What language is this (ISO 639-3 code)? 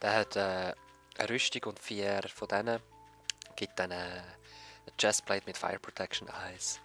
gsw